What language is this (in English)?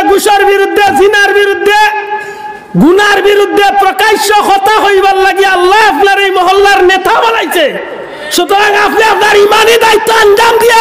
Sylheti